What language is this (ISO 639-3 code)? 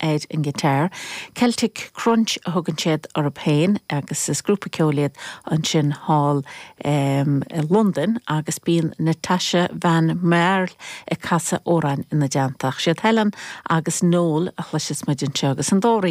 gle